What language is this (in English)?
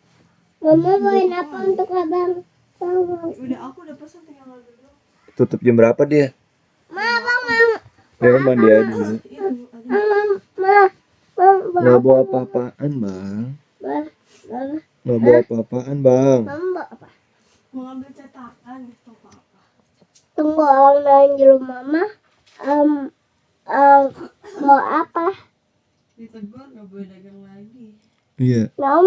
Betawi